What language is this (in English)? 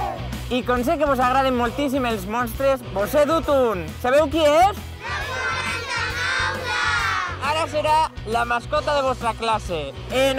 Catalan